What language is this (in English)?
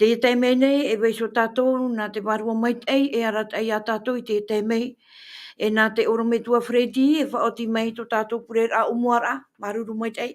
Tahitian